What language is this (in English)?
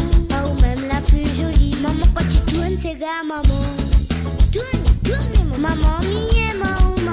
Morisyen